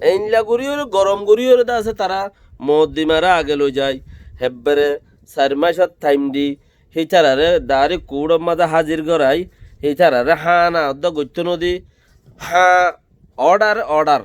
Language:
Rohingya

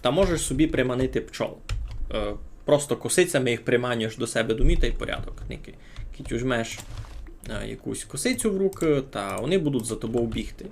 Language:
Rusyn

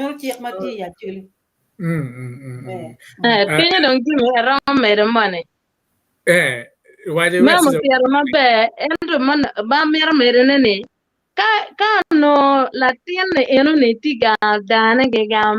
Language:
Acoli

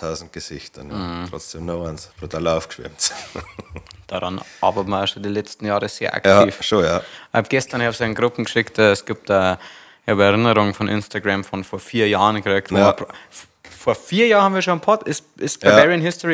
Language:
Bavarian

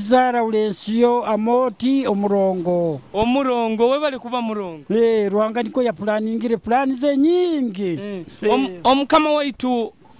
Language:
Nyoro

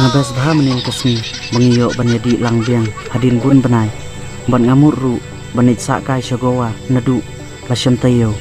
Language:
Khasi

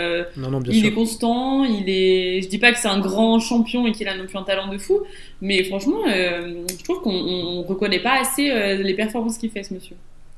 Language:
French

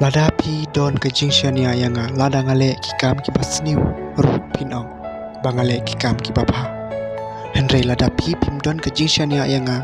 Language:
Khasi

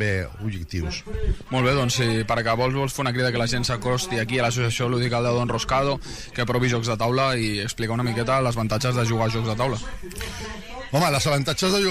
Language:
Catalan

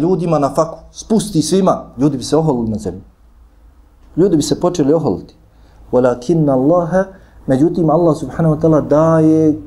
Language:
Bosnian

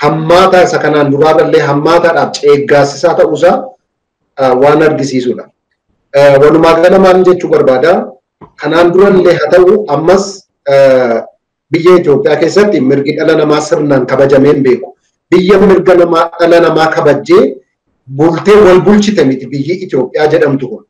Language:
Oromo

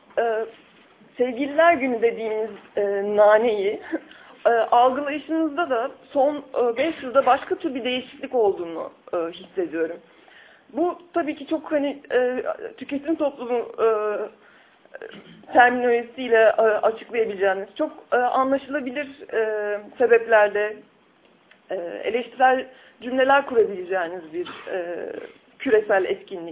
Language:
Turkish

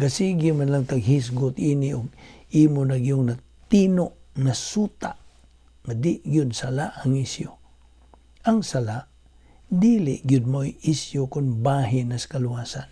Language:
Cebuano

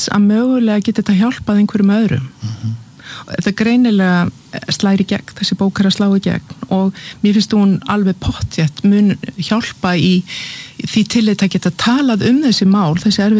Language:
Icelandic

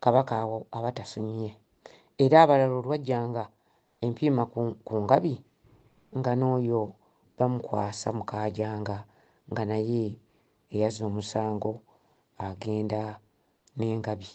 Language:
Ganda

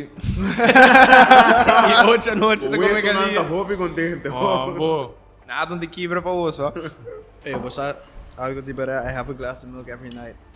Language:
Papiamento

